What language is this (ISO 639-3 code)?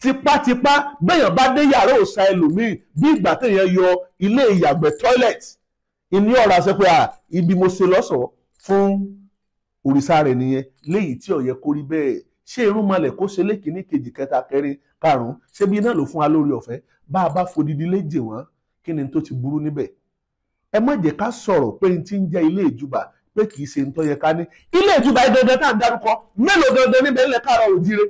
yor